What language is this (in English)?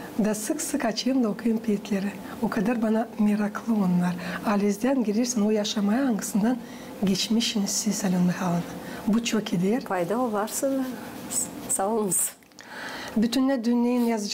Gagauz